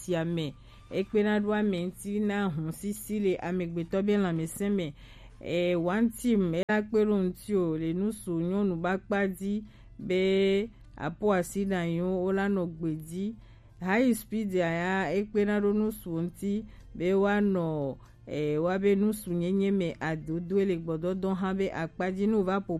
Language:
Gen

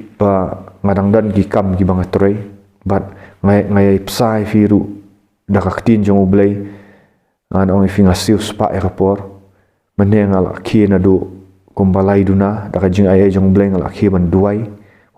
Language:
Khasi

